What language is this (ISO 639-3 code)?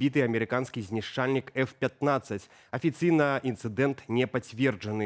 bel